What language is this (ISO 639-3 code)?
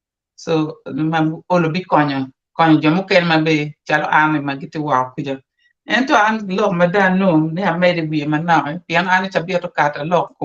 ach